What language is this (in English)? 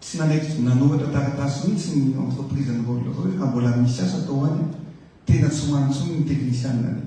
Malagasy